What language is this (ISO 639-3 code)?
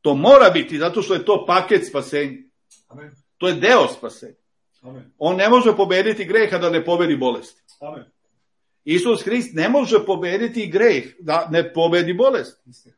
srp